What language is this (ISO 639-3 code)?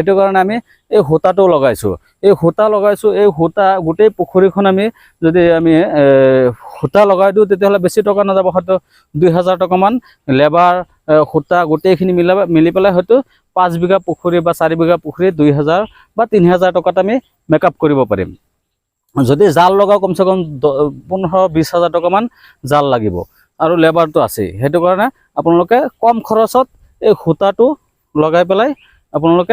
asm